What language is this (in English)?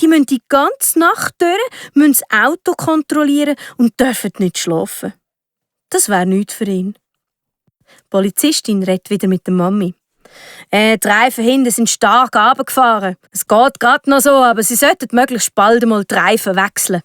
Swiss German